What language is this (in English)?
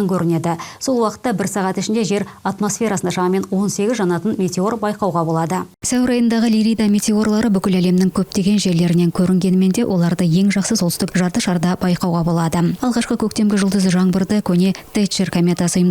Kazakh